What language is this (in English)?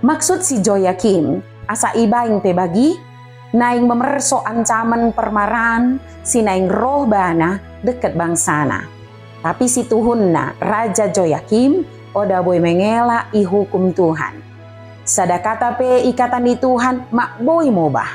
Batak Dairi